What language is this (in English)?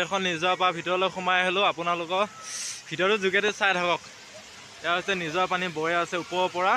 Assamese